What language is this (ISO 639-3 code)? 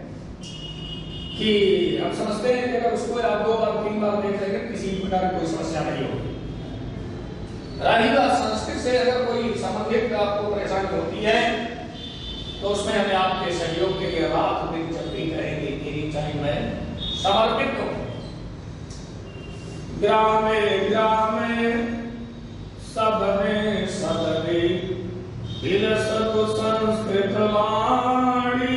hin